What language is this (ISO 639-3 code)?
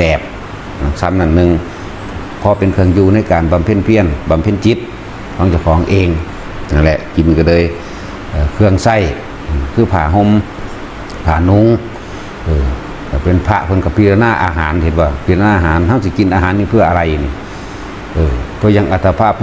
tts